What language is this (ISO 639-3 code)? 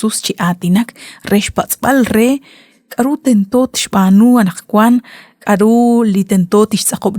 kek